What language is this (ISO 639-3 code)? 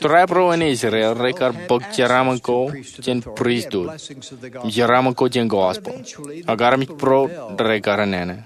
mah